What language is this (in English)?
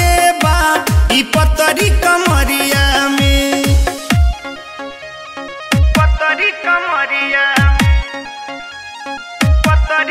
Bhojpuri